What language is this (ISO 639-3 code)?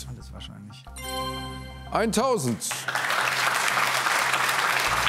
deu